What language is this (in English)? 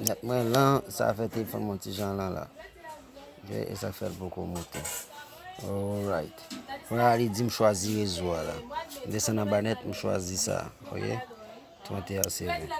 Haitian Creole